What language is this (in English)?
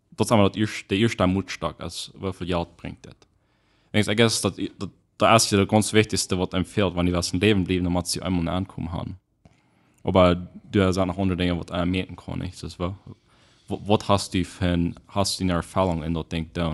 Plautdietsch